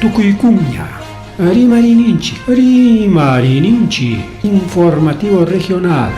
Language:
Ayacucho Quechua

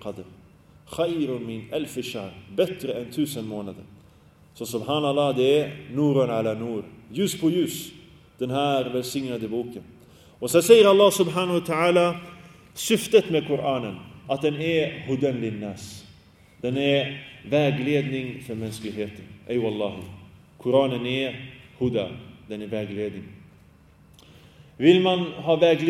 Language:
Swedish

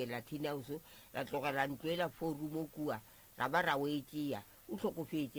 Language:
Northern Sotho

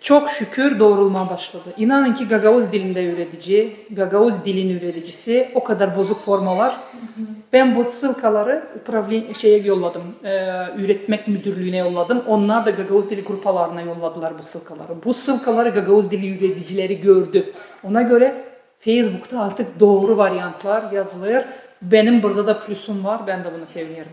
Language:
Gagauz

